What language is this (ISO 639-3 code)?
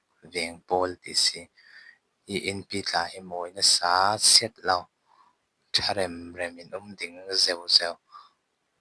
cfm